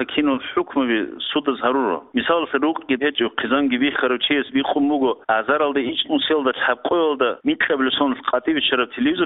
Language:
Avaric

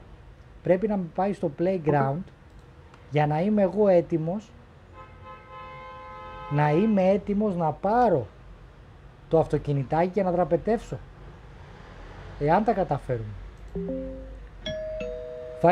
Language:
Greek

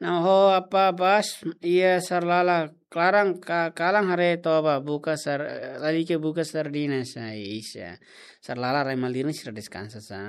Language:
Tetum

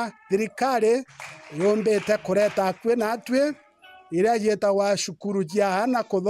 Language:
Meru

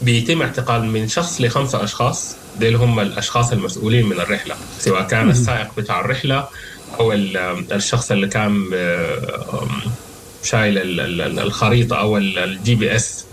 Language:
Sudanese Arabic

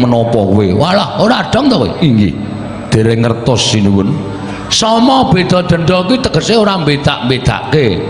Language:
Javanese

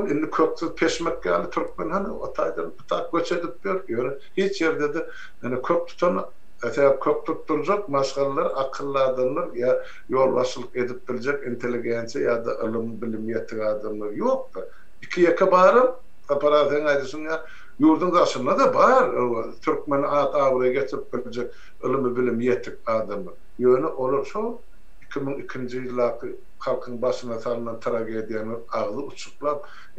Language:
Turkmen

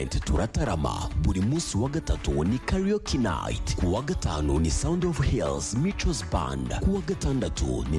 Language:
Kinyarwanda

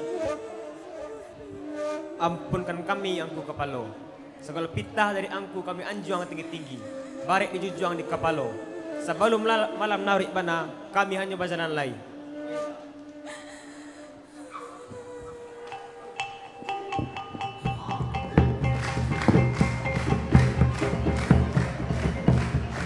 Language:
Minangkabau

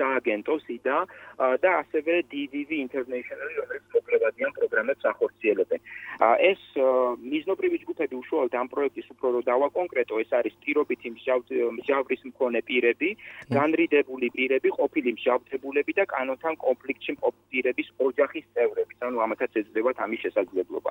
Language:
Georgian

